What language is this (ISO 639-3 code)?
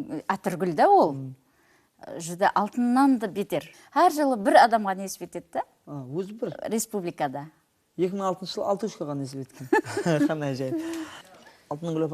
kaa